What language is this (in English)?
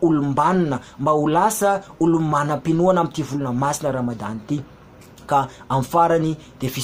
Malagasy